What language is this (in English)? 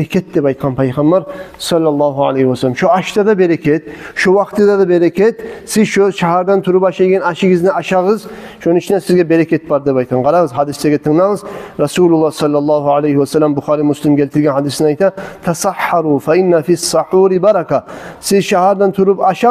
Kumyk